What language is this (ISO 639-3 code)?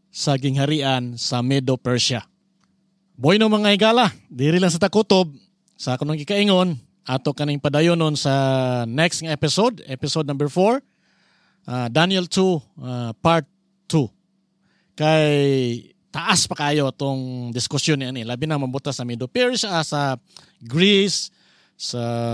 ceb